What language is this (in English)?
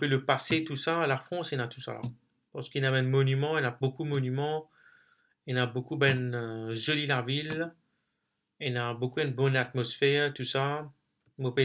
Morisyen